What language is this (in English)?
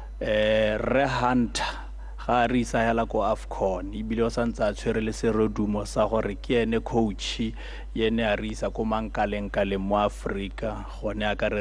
Tswana